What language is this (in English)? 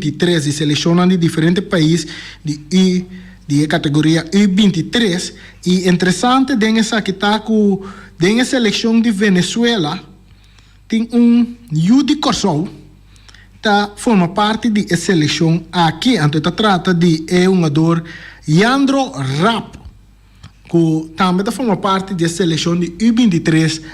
Papiamento